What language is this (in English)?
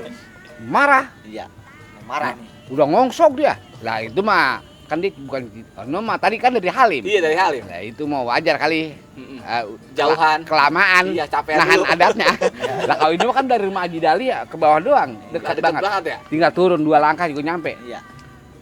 Betawi